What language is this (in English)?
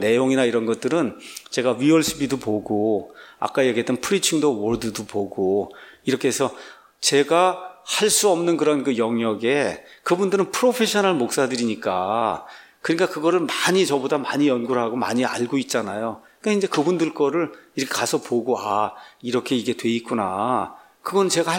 Korean